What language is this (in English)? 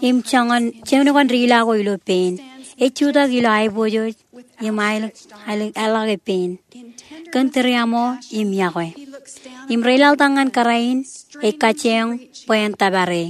Marshallese